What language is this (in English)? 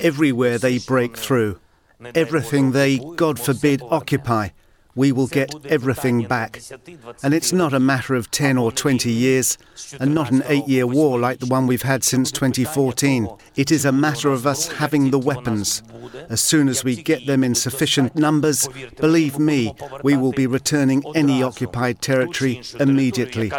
Kurdish